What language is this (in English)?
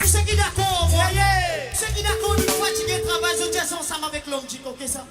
Morisyen